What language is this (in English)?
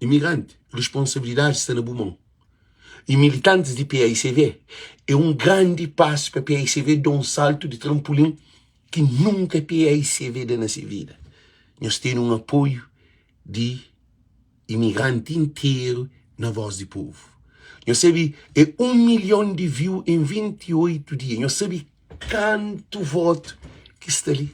Kabuverdianu